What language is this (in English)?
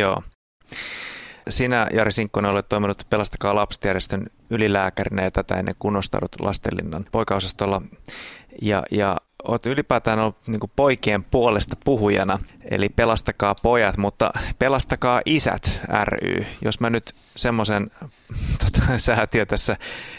Finnish